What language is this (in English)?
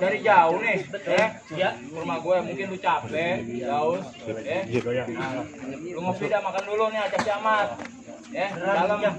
Betawi